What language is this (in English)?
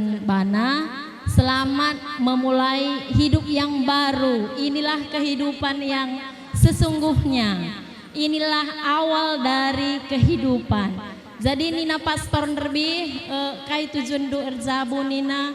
Batak Karo